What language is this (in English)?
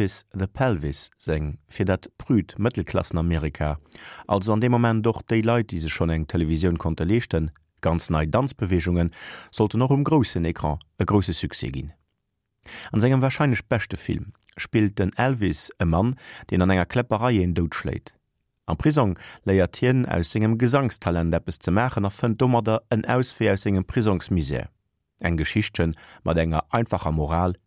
Luxembourgish